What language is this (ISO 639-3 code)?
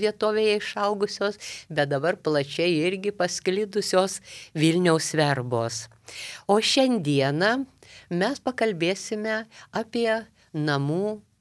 lit